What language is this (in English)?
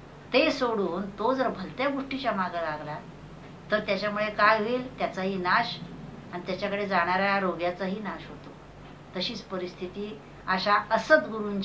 Marathi